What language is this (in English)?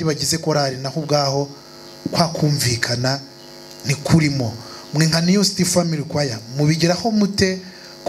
Kinyarwanda